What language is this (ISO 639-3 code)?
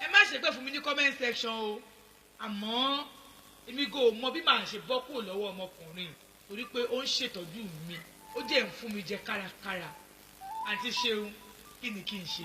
yor